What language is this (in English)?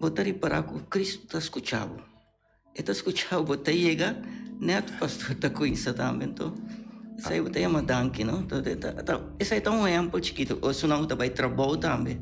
Papiamento